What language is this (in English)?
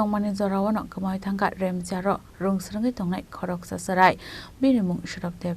Kok Borok